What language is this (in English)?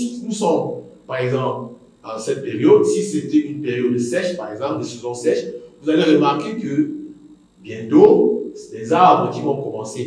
French